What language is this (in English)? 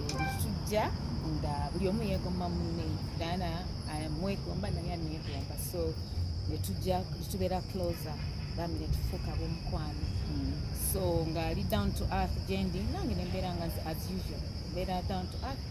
Ganda